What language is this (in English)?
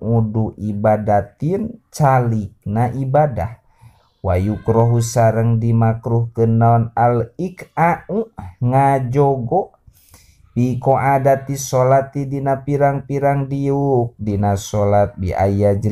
Sundanese